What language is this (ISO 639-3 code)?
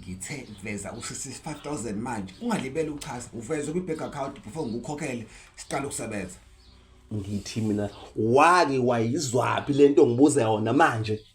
zul